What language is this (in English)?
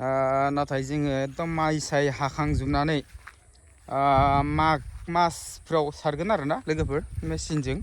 Bodo